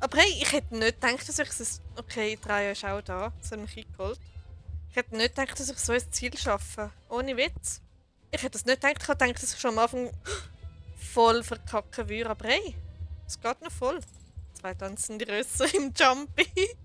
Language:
Swiss German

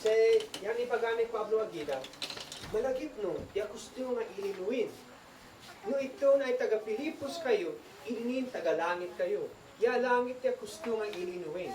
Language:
Isnag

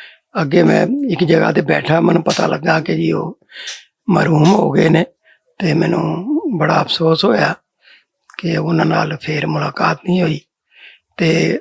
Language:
Western Panjabi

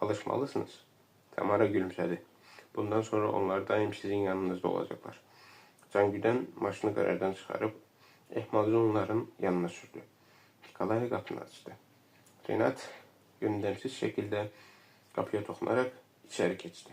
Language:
Azerbaijani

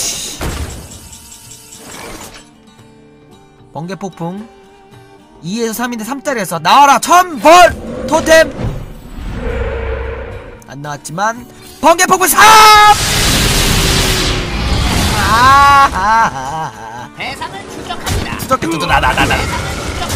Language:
Korean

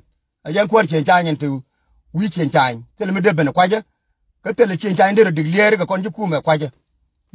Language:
Nuer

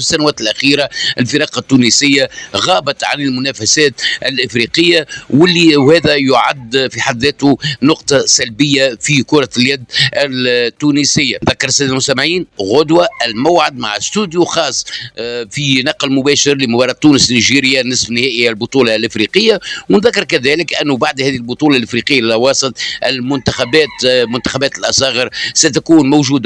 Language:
Tunisian Arabic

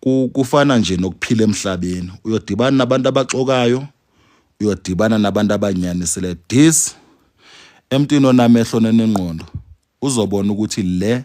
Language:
Zulu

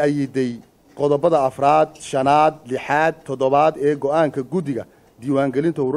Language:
Somali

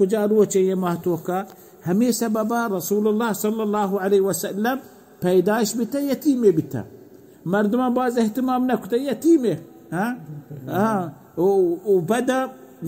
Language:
Baluchi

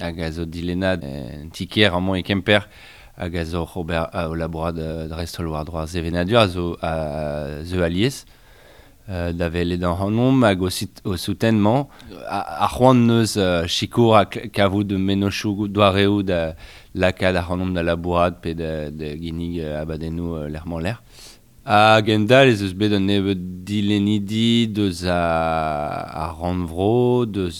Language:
Breton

